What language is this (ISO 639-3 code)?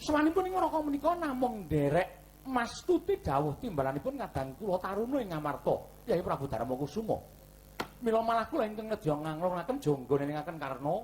jav